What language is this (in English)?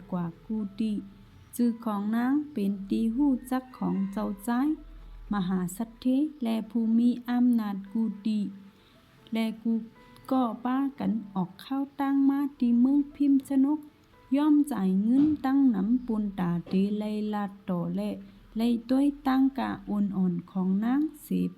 Shan